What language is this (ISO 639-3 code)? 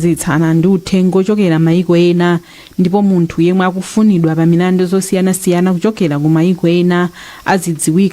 nya